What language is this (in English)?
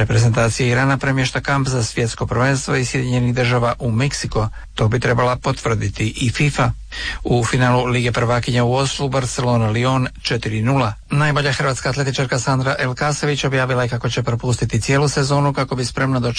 Croatian